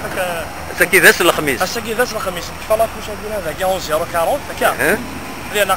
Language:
Kabyle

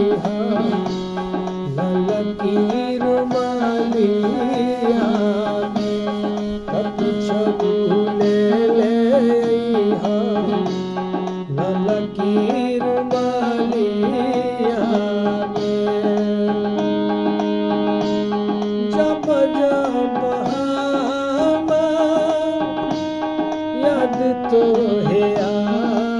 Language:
Bhojpuri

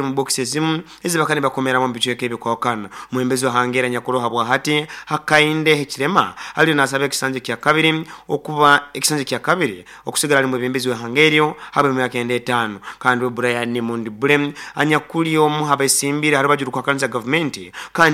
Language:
Nyoro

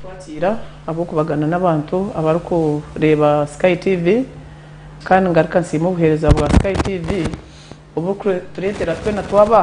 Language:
Nyankole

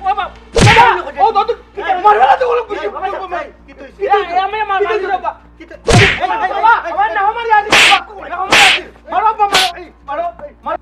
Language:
Sylheti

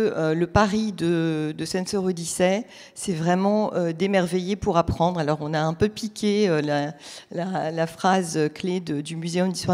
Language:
French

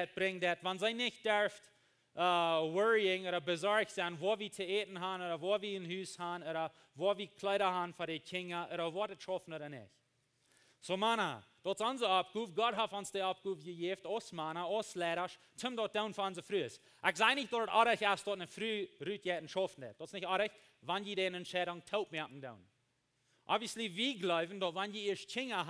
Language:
Plautdietsch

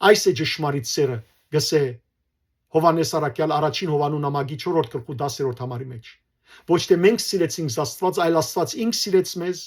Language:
Western Armenian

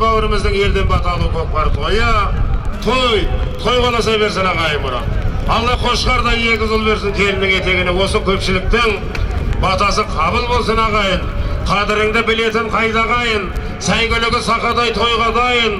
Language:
Kazakh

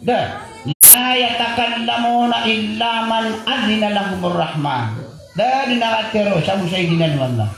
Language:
Maranao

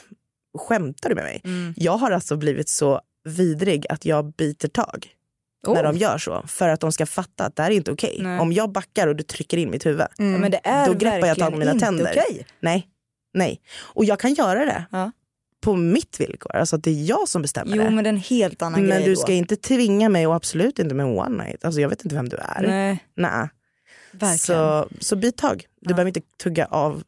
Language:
Swedish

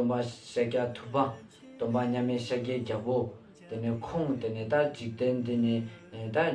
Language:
Ladakhi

